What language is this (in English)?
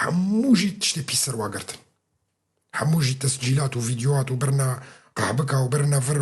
Kurdish